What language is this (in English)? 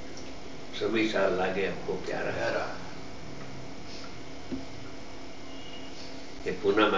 Gujarati